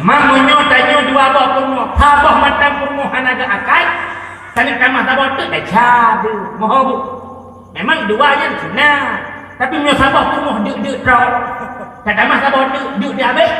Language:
Achinese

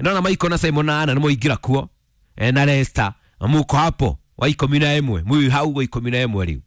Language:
Kikuyu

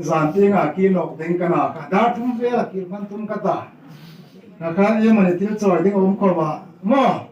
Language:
Hmar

